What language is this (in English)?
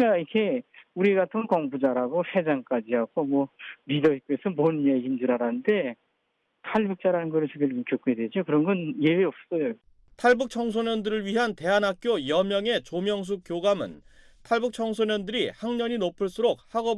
Korean